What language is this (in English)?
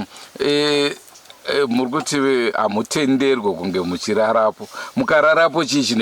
Shona